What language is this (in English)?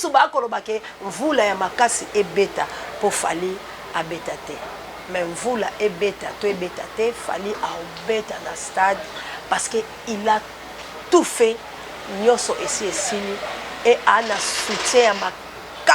Lingala